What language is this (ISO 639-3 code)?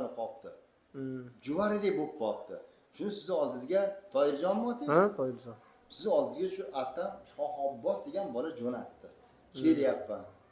uzb